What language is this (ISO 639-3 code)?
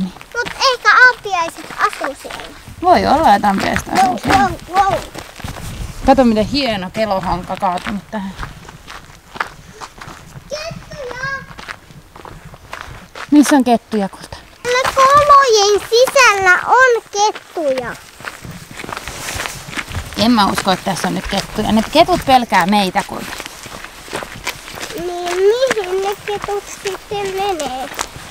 fin